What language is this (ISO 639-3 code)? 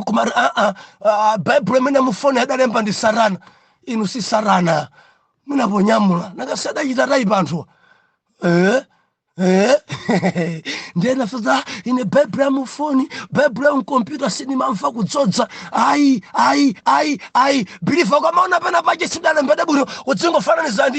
nya